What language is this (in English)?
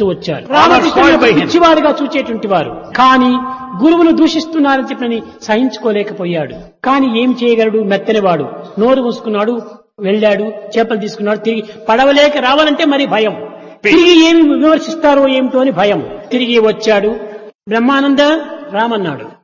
Telugu